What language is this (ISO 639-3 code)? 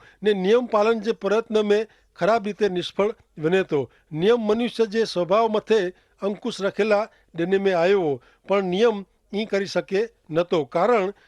kfr